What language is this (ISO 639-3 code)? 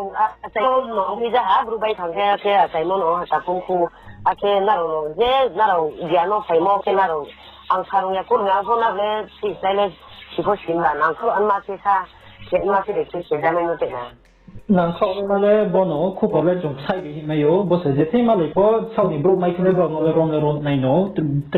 ria